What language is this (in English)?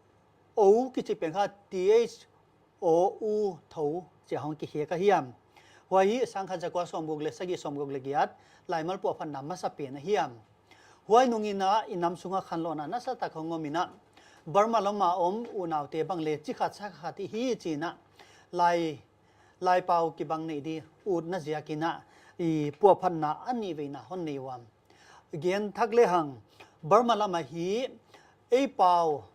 Paite Chin